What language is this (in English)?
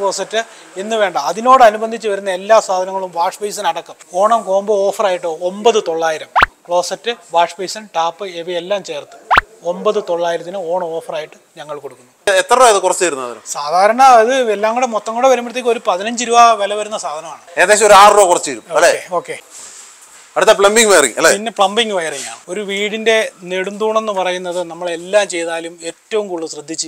Malayalam